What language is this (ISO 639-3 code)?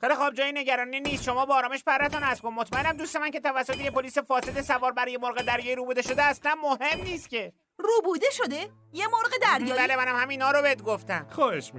fas